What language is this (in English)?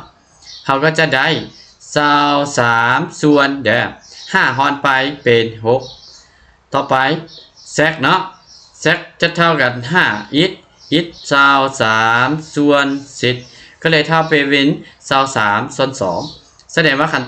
Lao